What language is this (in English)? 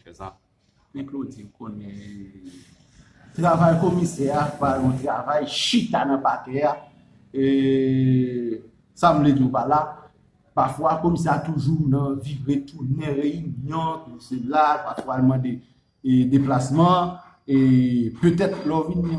Haitian Creole